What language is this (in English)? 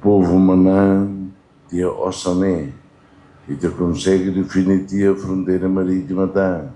Tetum